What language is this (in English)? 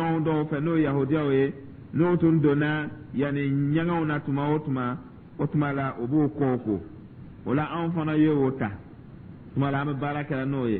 Dyula